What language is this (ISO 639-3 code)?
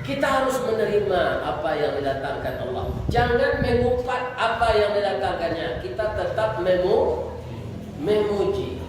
min